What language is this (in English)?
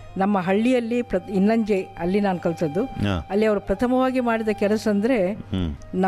Kannada